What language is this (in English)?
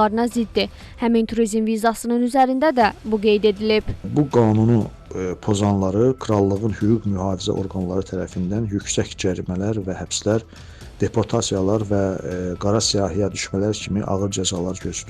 Azerbaijani